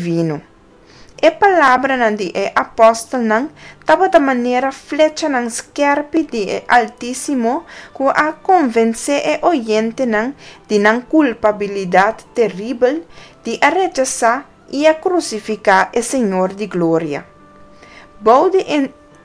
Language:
Papiamento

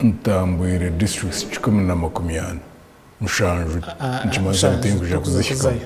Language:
Nyankole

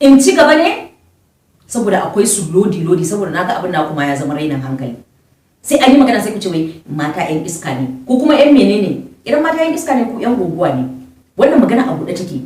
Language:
Hausa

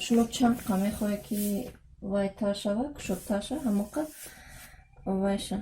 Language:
Tajik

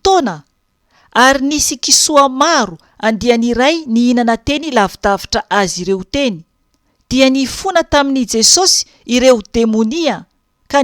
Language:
Malagasy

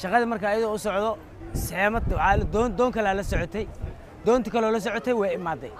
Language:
Somali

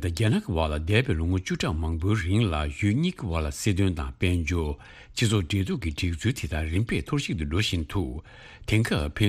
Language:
Tibetan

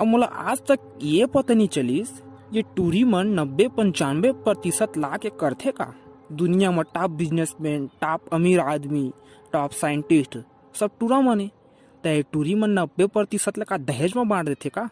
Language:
Chhattisgarhi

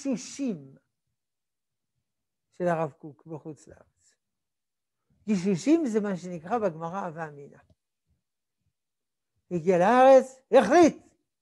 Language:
Hebrew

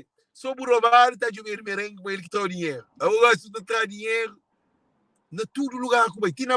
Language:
Kabuverdianu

